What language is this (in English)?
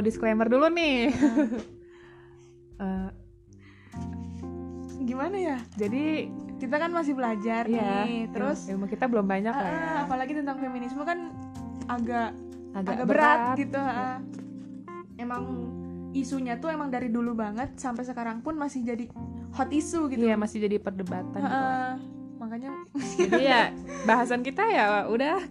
Indonesian